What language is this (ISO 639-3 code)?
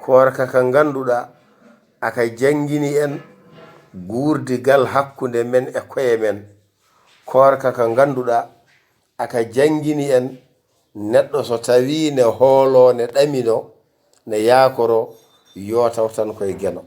ful